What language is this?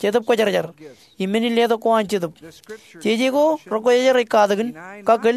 Marshallese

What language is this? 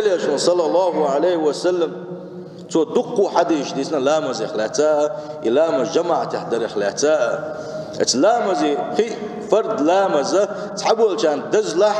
Chechen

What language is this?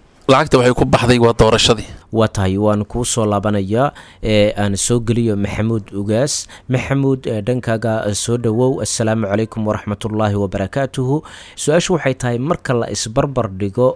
Somali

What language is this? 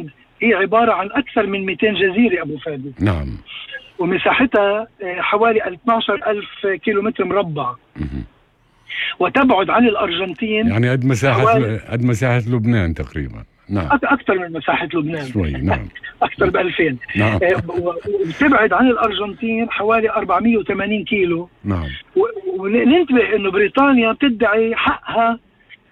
North Levantine Arabic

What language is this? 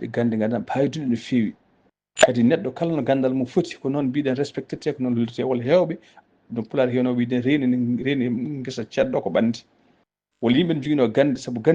Fula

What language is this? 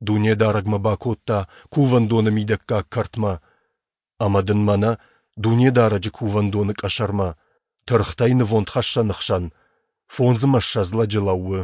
Ossetic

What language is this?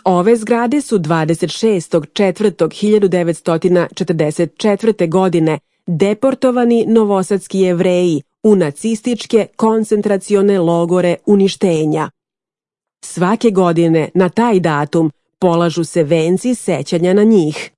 Serbian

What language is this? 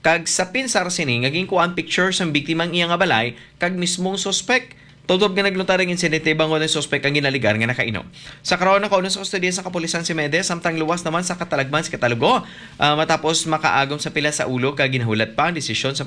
Hiligaynon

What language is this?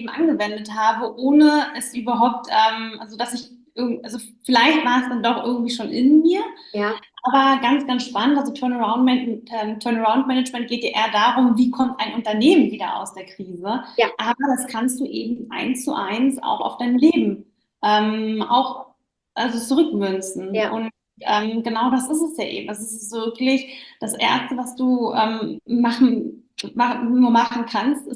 German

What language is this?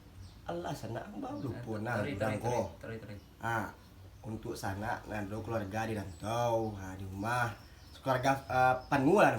Minangkabau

